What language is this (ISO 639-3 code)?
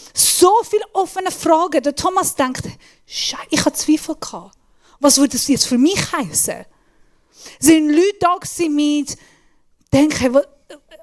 gsw